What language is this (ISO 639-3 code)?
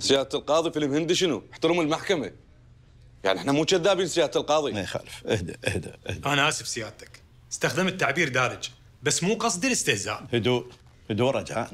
acm